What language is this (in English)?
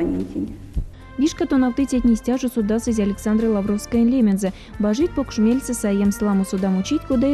Erzya